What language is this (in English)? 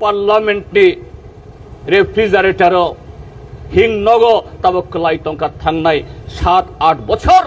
Kok Borok